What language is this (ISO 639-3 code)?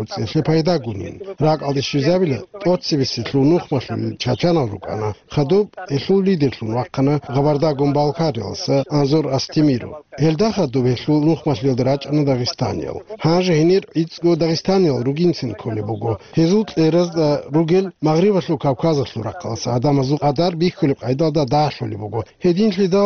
ava